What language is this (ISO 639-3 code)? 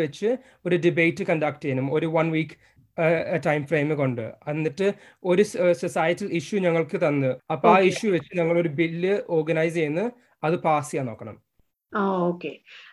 mal